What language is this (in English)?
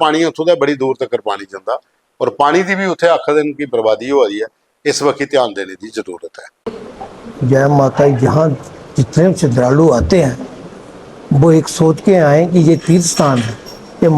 Dogri